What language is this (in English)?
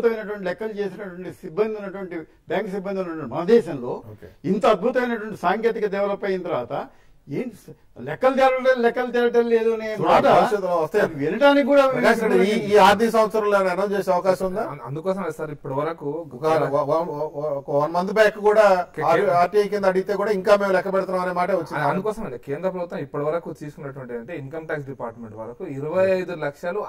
Telugu